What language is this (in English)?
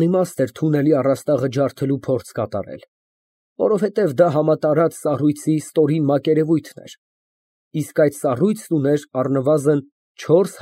Armenian